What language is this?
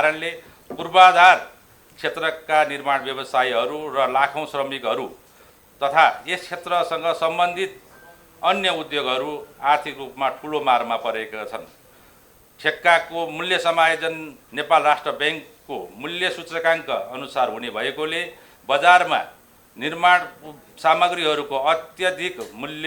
Nepali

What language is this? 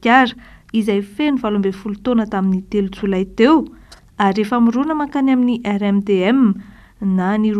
Malagasy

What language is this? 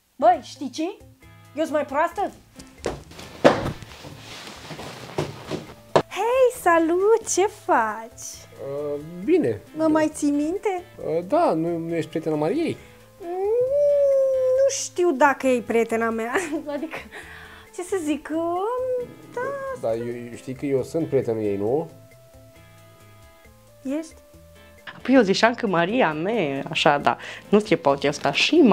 Romanian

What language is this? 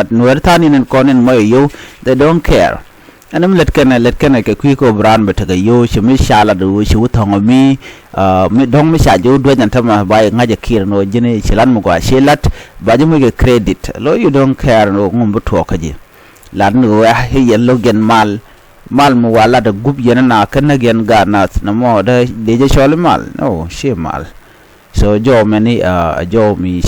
Nuer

